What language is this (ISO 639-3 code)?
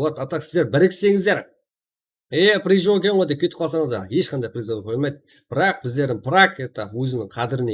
kaa